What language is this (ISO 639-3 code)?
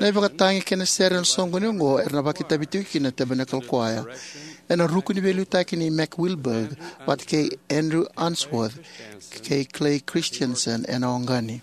fij